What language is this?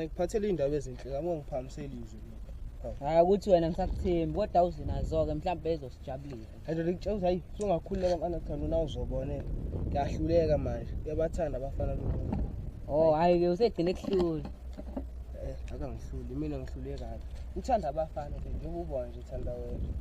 Zulu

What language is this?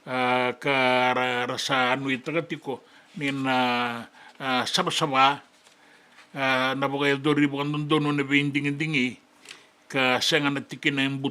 Fijian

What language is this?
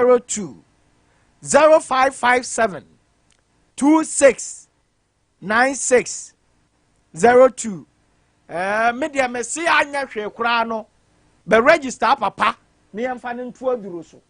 Akan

